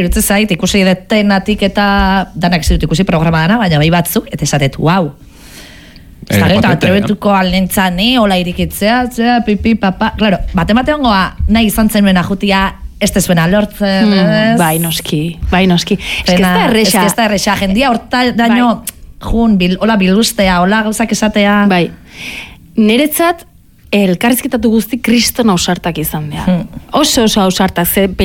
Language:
Basque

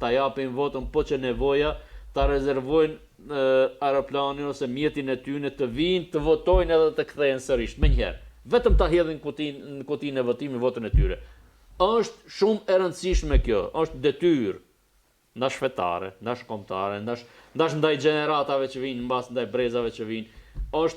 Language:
Albanian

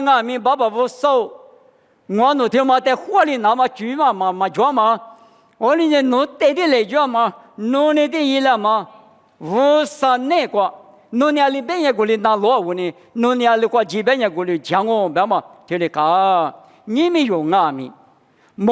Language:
Lisu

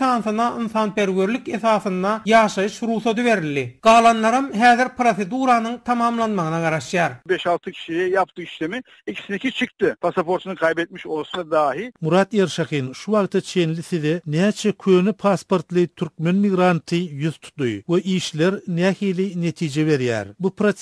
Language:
Turkmen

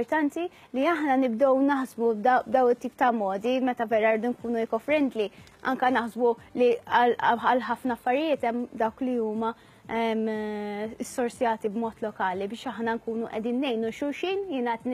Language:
Maltese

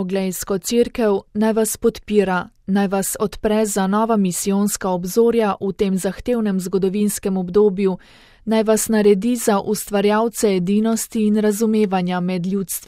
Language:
Slovenian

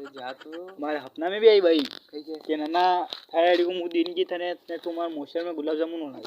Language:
Rajasthani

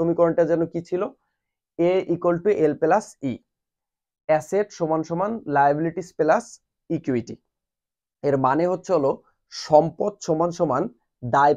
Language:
Bangla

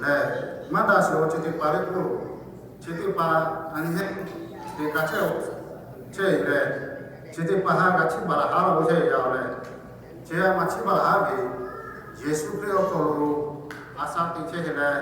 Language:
Lahu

